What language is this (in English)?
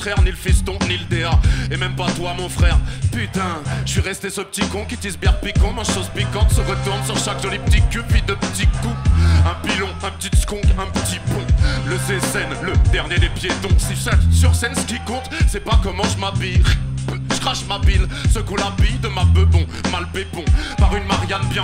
French